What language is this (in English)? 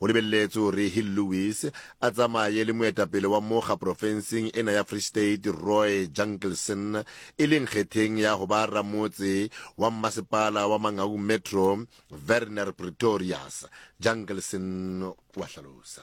Southern Sotho